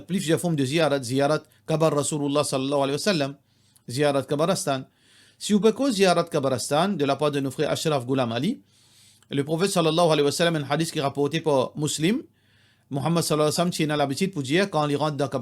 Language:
Morisyen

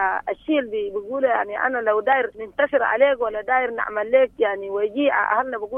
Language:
Sudanese Arabic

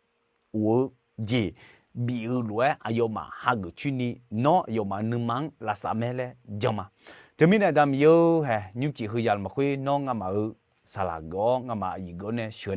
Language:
Akha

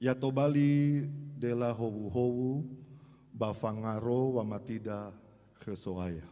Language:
Nias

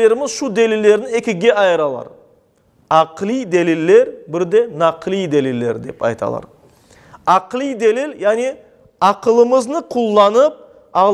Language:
Crimean Tatar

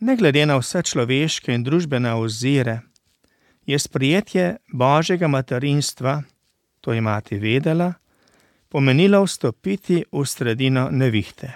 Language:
Slovenian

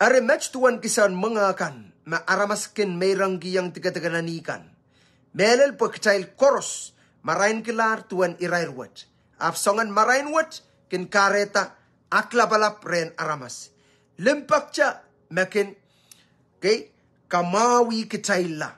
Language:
Pohnpeian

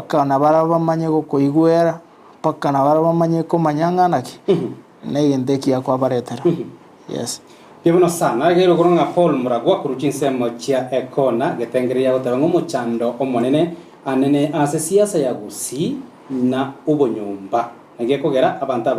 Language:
Gusii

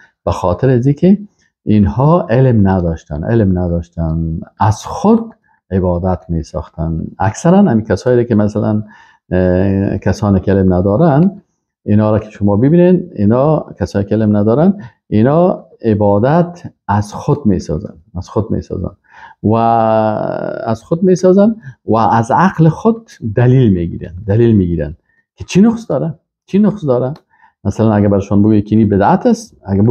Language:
Persian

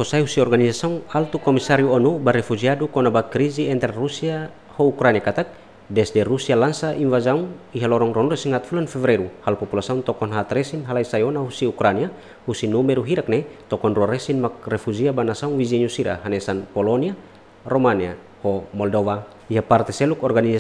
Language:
Tetum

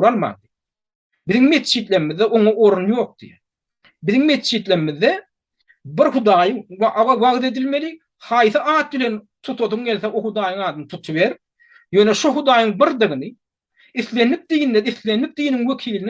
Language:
Turkmen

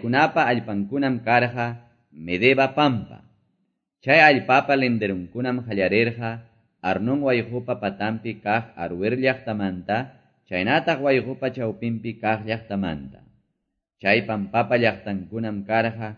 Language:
Quechua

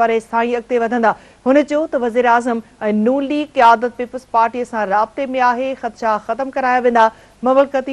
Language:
Sindhi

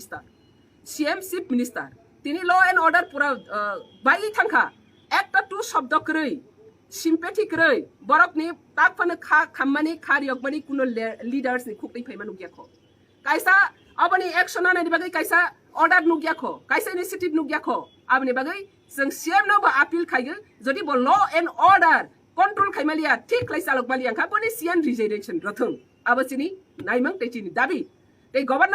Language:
Kok Borok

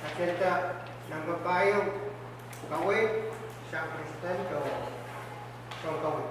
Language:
Pohnpeian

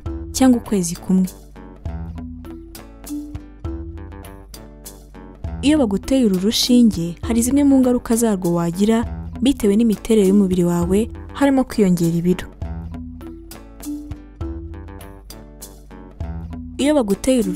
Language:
Kinyarwanda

